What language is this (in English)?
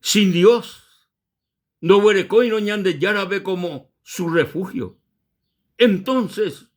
Guarani